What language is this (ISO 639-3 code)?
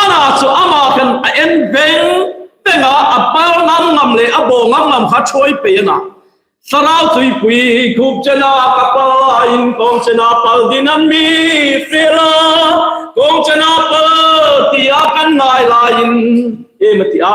hmr